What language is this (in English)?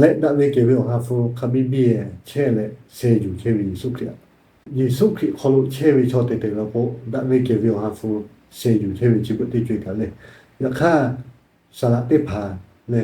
Lahu